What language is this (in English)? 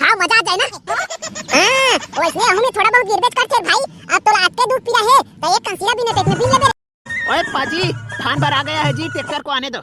Chhattisgarhi